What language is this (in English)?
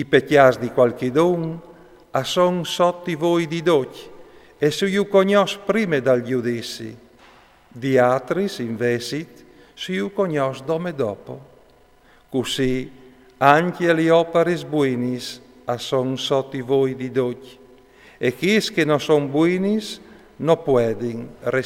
Friulian